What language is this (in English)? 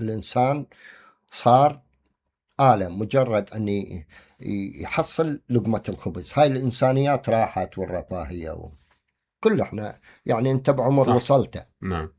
Mesopotamian Arabic